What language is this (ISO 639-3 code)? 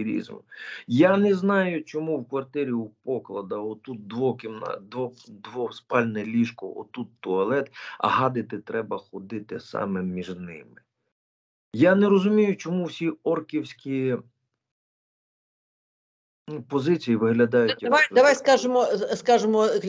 ukr